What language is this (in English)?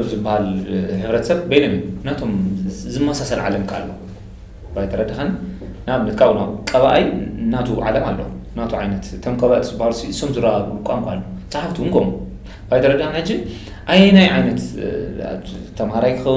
Tigrinya